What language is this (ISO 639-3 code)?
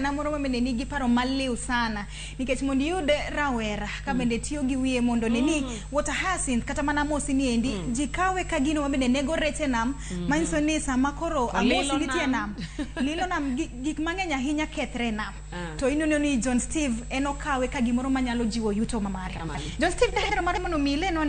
luo